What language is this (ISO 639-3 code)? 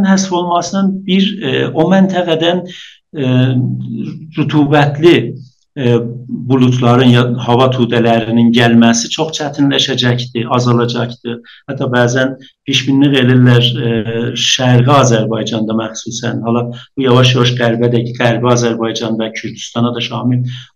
azb